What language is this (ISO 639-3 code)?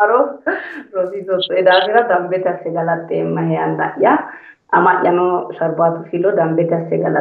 sid